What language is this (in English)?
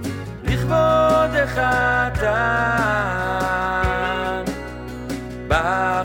Hebrew